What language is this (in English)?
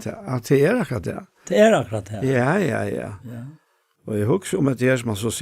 Faroese